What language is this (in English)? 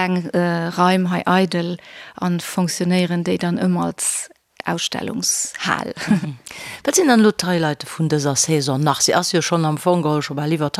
Luxembourgish